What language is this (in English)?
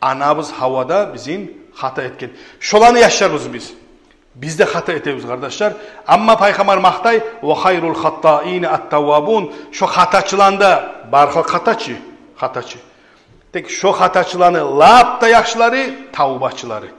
Kumyk